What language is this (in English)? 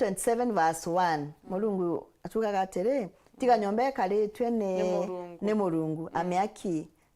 Meru